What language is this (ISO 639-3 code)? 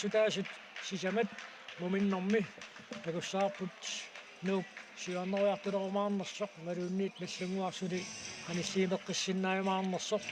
kal